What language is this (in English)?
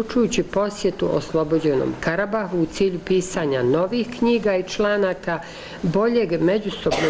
Bosnian